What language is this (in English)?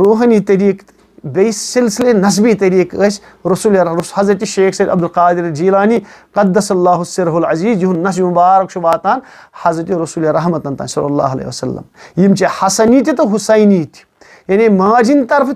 Kashmiri